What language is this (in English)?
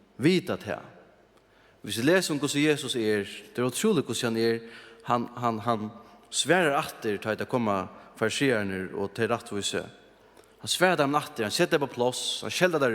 Faroese